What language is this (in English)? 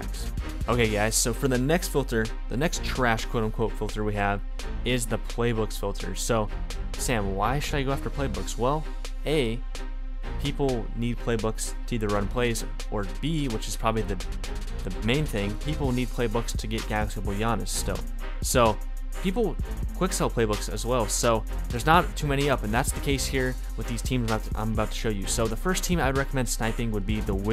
English